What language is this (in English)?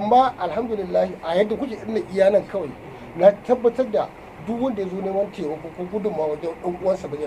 Hausa